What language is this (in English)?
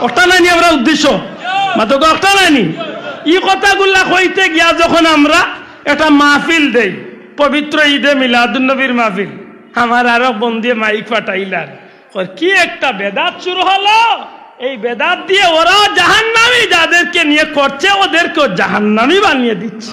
Sylheti